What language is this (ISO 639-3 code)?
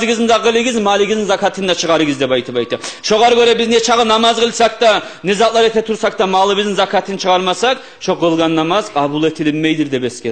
kum